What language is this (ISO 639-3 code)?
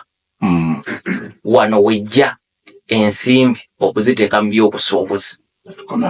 lug